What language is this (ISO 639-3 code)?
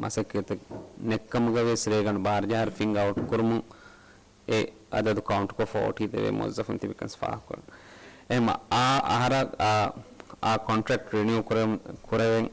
div